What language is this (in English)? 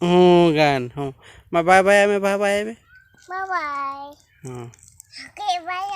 Santali